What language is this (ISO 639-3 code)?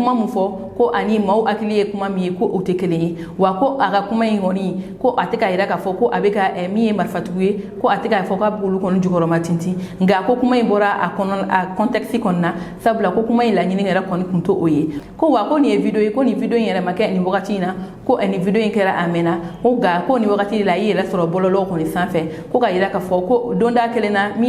bam